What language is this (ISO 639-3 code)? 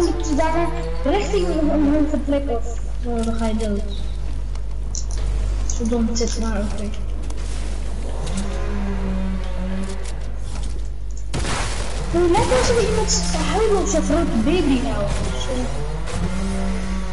nld